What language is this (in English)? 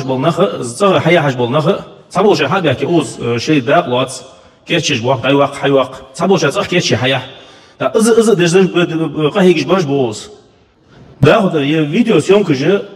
Ingush